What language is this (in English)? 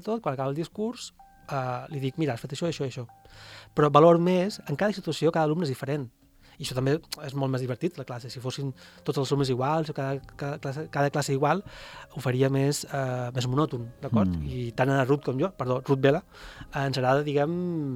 Catalan